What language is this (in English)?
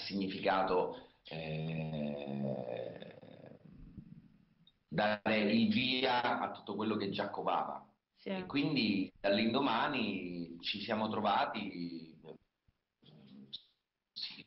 Italian